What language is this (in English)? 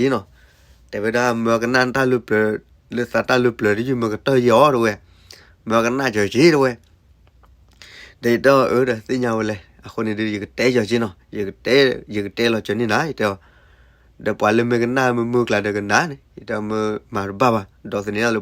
S'gaw Karen